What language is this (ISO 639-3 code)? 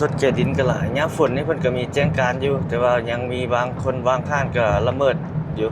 lao